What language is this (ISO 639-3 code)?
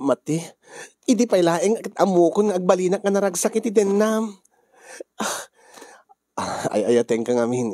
ilo